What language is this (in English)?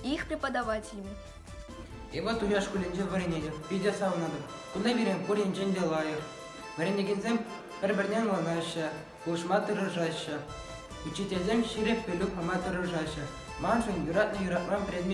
Chuvash